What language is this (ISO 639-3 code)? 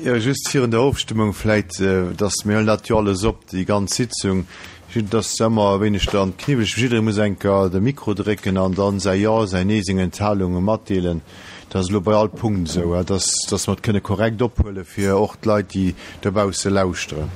ltz